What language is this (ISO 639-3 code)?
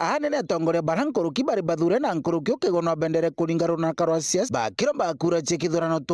mer